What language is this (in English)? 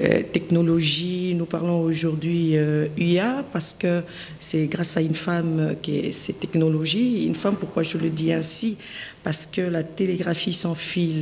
French